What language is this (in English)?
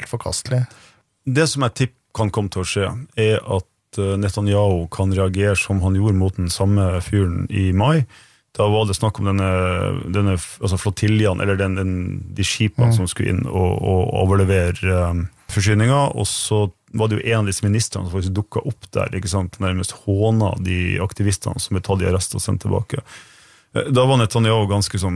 Norwegian